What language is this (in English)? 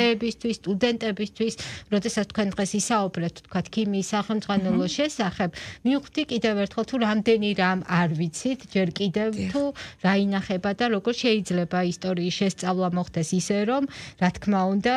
Georgian